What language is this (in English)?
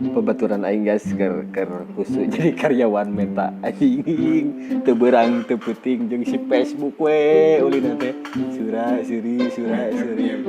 Sundanese